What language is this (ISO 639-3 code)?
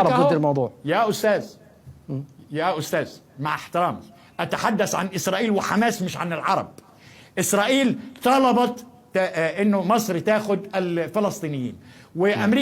arz